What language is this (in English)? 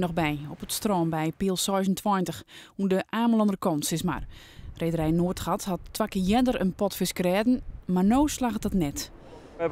Western Frisian